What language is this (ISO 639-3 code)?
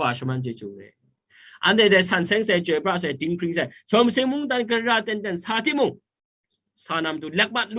kac